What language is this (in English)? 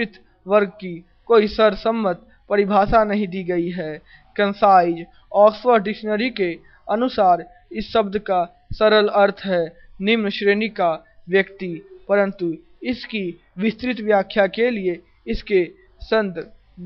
Hindi